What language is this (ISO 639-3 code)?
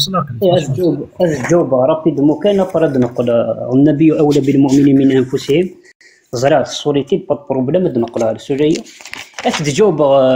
kab